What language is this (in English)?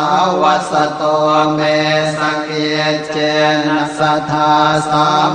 Pali